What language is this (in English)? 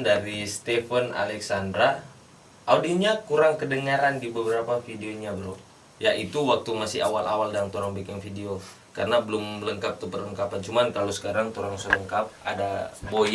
Manado Malay